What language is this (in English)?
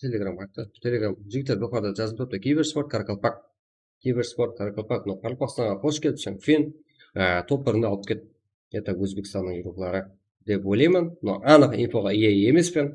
Kara-Kalpak